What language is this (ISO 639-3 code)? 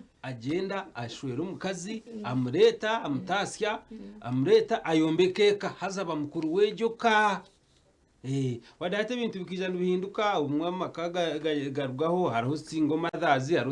nyn